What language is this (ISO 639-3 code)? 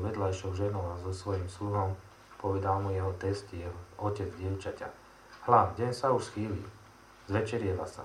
slk